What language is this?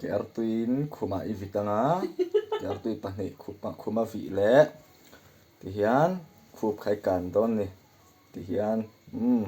Mizo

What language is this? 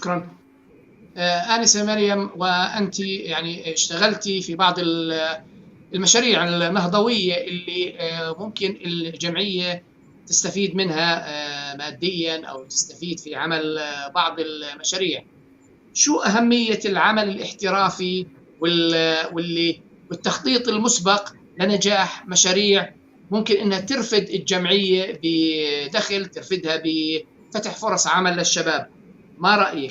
North Levantine Arabic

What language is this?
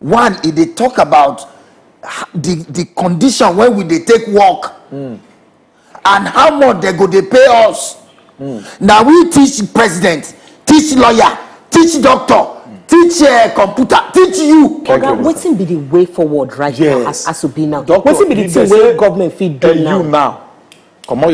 Nigerian Pidgin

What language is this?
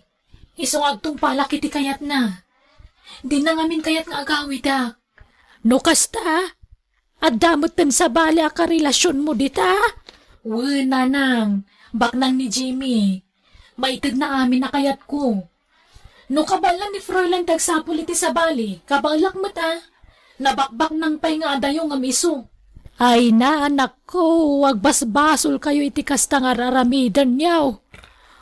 Iloko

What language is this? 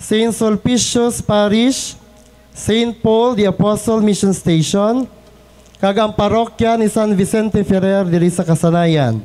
Hiligaynon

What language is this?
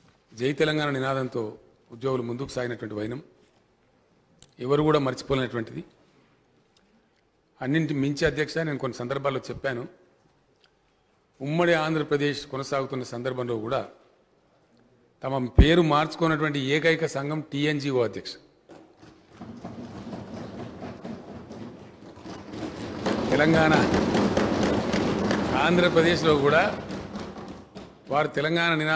Telugu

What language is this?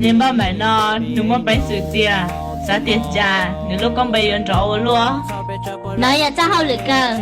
Hmong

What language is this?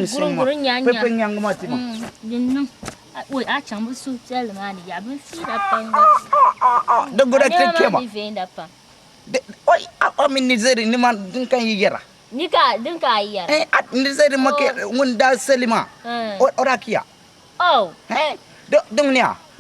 Dagbani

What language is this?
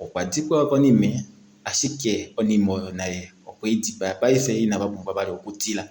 Kuanyama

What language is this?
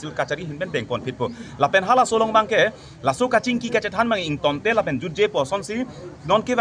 Karbi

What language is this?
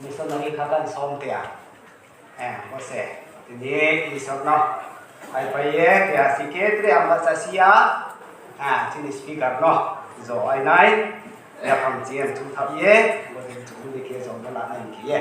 Riang (India)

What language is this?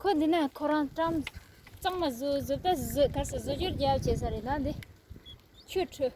Tibetan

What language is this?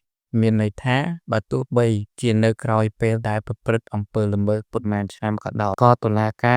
Khmer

